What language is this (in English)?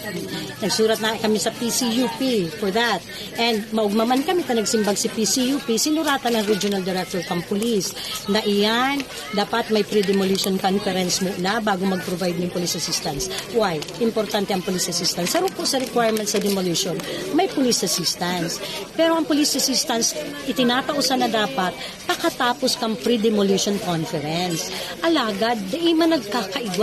Bikol